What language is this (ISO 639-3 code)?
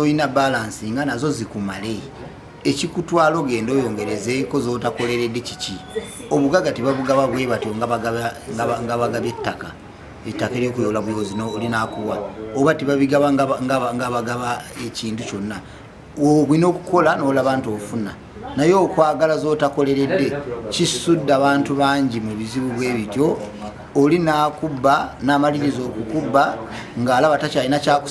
lug